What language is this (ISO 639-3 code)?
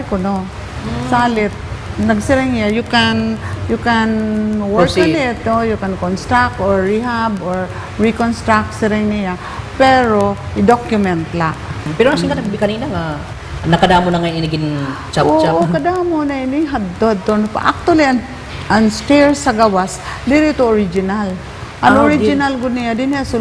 war